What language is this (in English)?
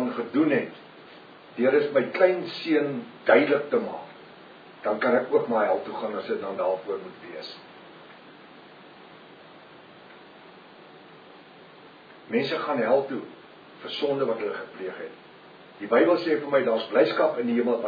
Afrikaans